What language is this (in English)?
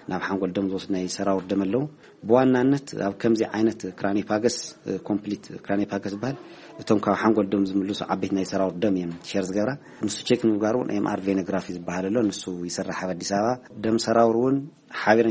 Tigrinya